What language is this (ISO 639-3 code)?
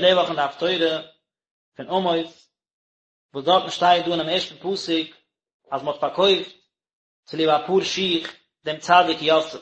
yid